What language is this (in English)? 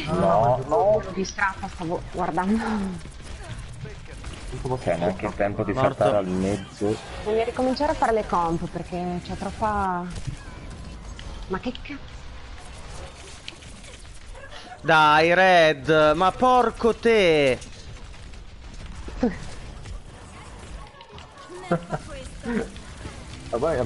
Italian